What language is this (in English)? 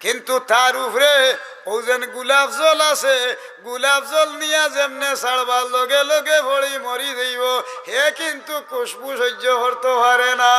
Sylheti